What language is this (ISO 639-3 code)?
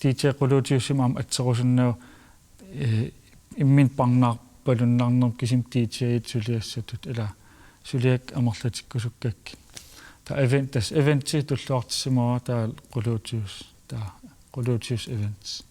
kal